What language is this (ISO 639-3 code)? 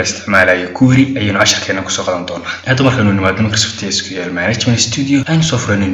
som